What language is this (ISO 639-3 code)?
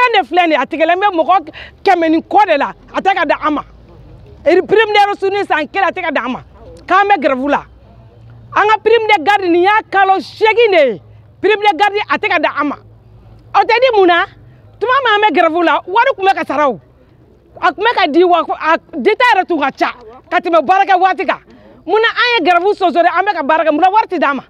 bam